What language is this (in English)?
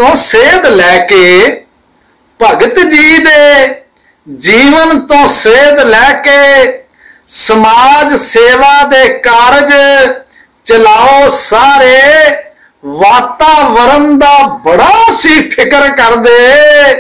Punjabi